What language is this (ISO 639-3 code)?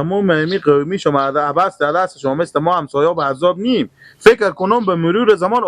fas